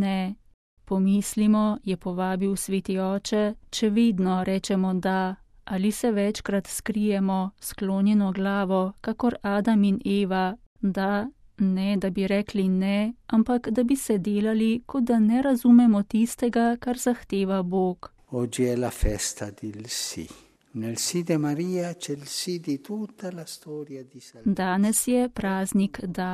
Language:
Slovenian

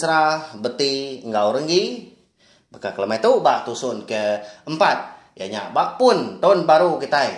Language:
Iban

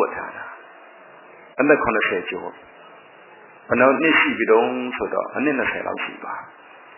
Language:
Burmese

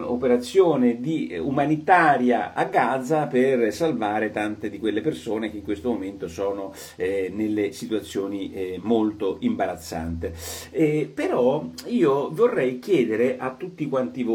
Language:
Italian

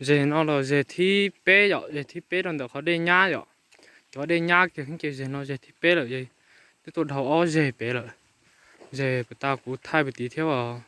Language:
Hmong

